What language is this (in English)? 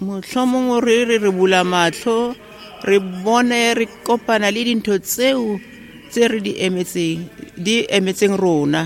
Southern Sotho